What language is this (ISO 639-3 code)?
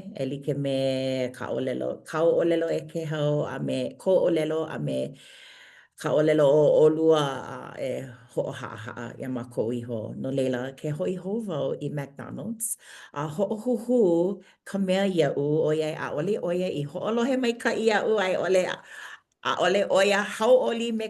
haw